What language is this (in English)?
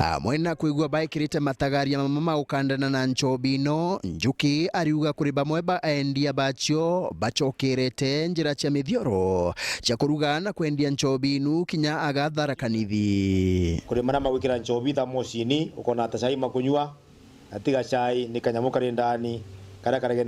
Meru